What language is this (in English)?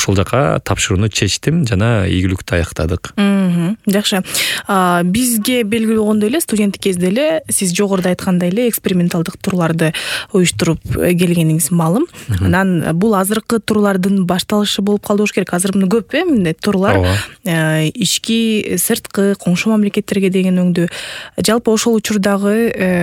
Kyrgyz